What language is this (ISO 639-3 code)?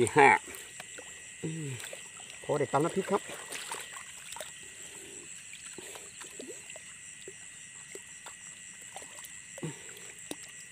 tha